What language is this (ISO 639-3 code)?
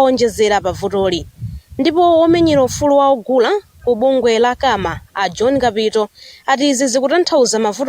nya